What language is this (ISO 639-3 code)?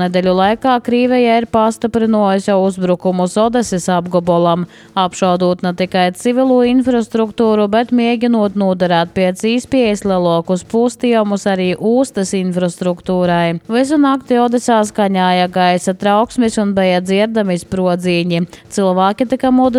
lav